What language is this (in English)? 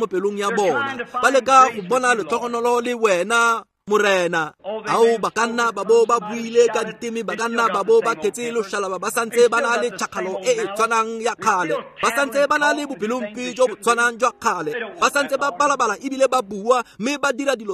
Tswana